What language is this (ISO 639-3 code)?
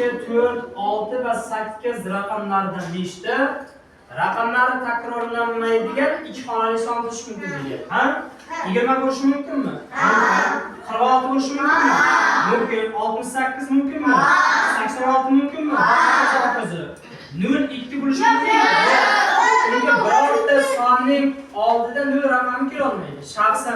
uzb